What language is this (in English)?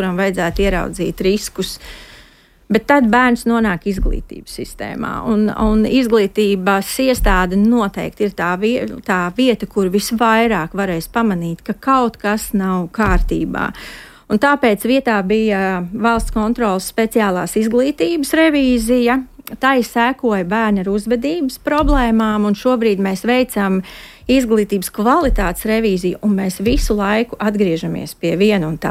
Latvian